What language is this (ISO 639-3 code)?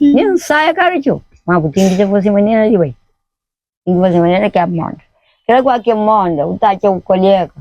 kea